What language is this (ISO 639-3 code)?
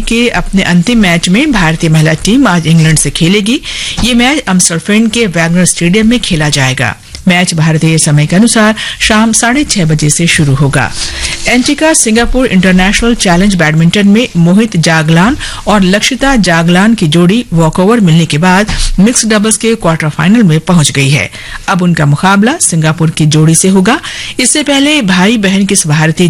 hin